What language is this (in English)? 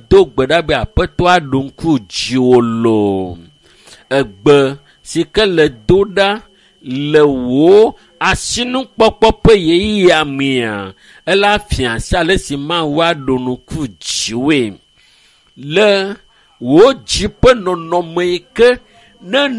Ewe